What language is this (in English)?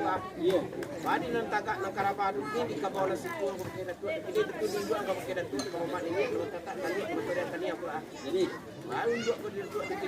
Minangkabau